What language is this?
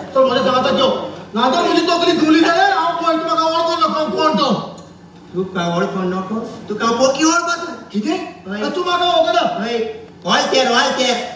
Konkani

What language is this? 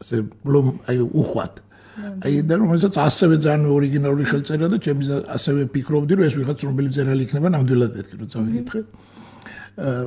Georgian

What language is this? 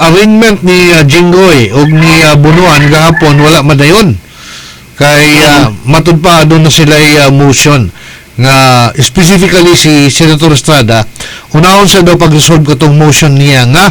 Cebuano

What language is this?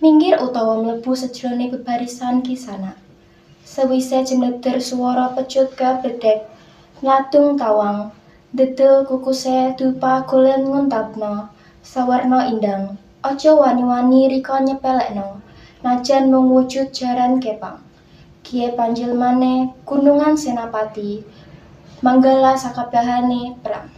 Javanese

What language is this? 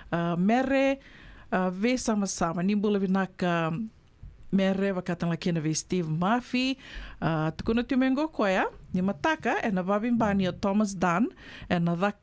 Fijian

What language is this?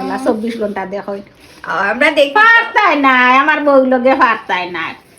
Sylheti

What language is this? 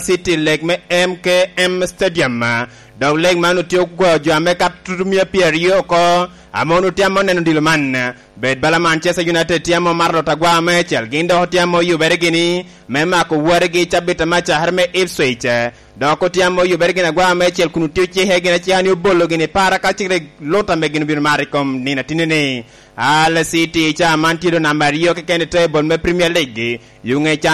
Lango (Uganda)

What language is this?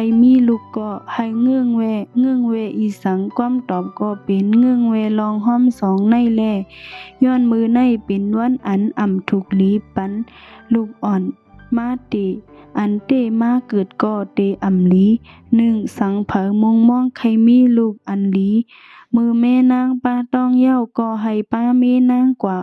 Shan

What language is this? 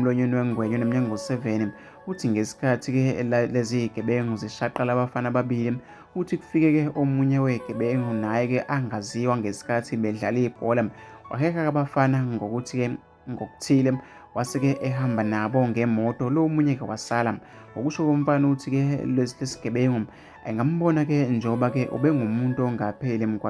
Zulu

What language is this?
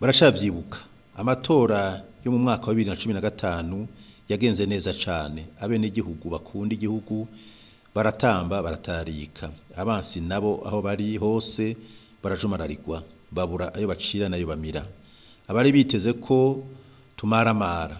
Rundi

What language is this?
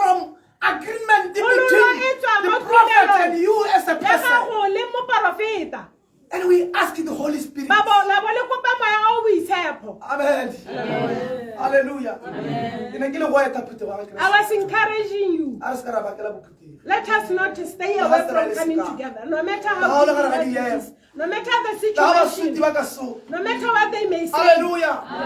Tswana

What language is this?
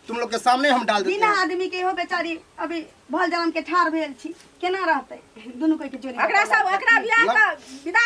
Maithili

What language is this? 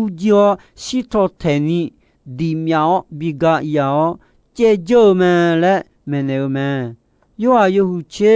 Akha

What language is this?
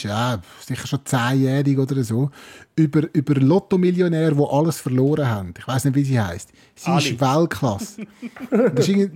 Swiss German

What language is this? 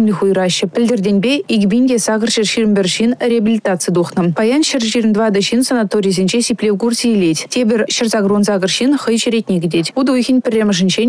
Chuvash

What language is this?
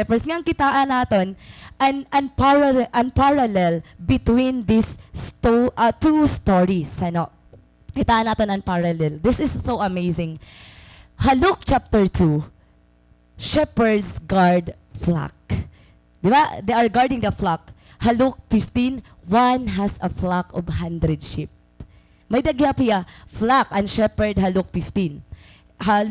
Waray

